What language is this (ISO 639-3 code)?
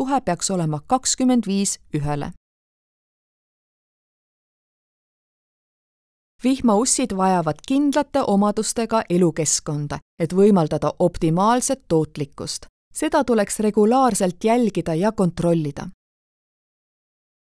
est